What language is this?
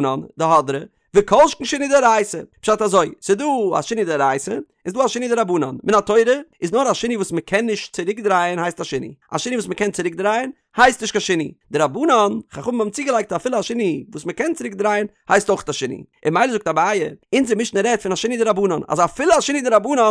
Yiddish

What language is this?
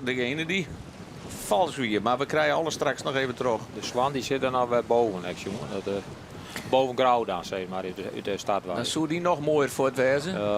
Western Frisian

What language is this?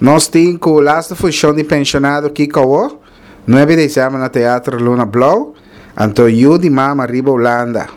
Papiamento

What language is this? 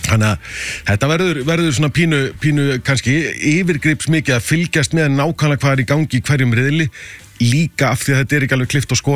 Icelandic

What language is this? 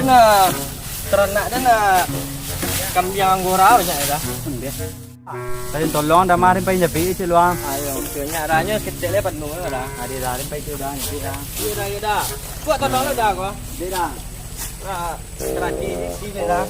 Minangkabau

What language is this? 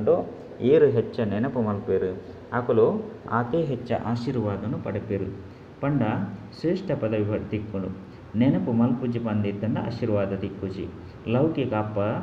Tulu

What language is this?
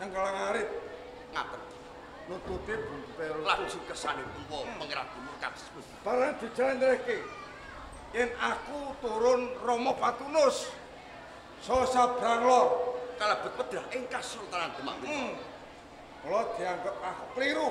Javanese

